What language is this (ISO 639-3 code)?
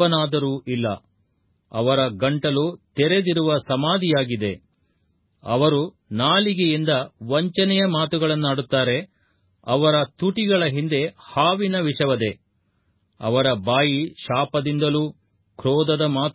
kan